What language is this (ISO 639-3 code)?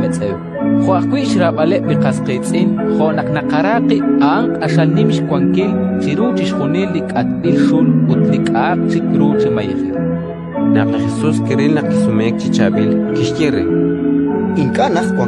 kek